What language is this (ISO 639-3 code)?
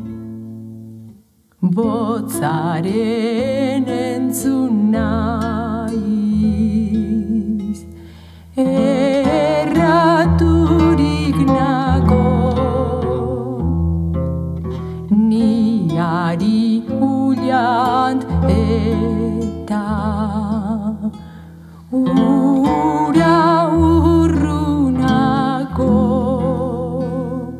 eus